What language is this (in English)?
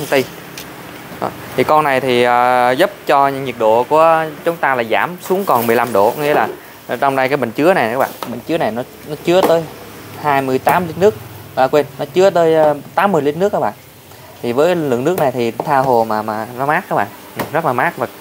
Vietnamese